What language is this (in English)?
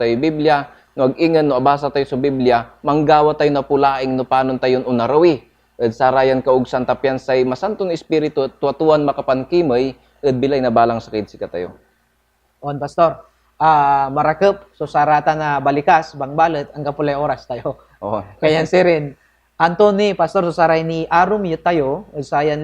Pangasinan